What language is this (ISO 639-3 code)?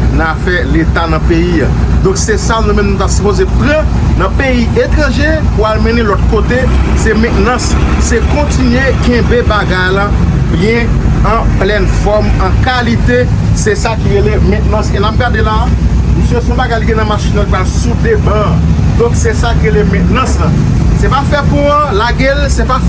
hat